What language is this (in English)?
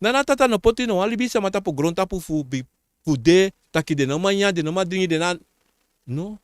Sranan Tongo